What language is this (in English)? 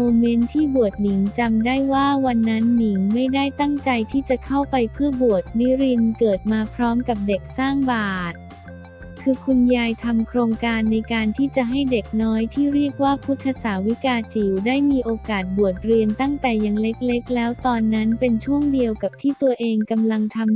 Thai